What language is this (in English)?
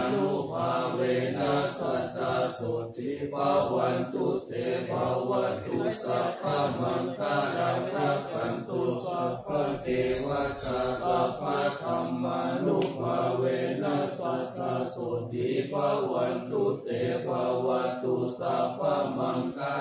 Pali